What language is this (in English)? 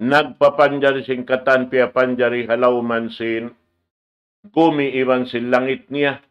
Tausug